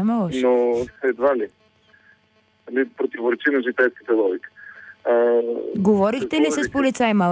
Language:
Bulgarian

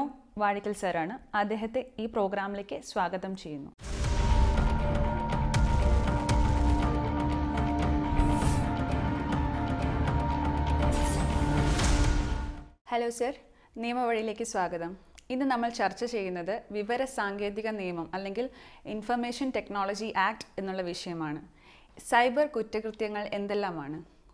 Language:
Malayalam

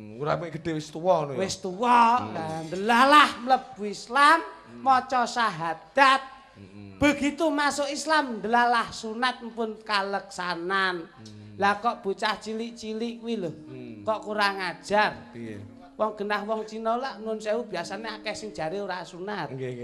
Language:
Javanese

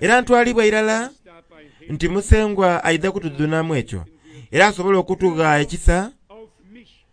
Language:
Soga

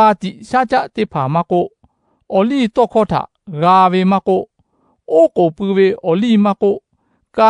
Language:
Lahu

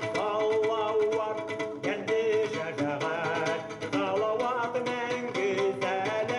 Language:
Bashkir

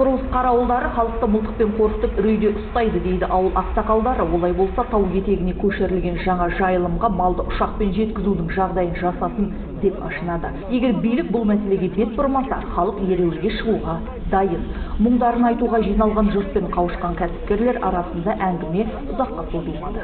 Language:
Kazakh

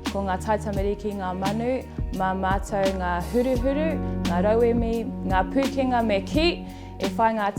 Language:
Māori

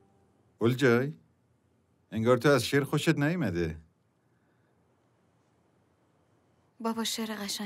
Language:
Persian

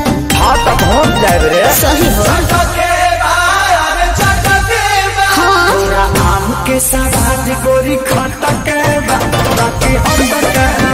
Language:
Bhojpuri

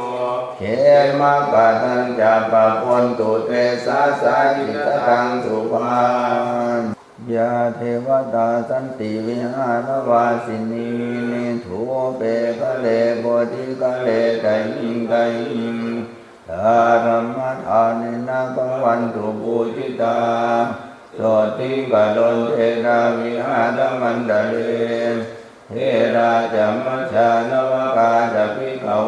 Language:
Pali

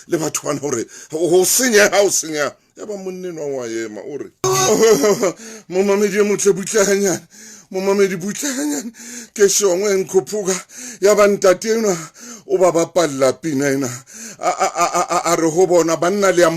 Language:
Southern Sotho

